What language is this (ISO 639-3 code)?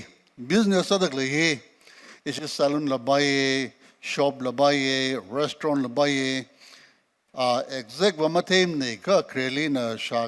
nmf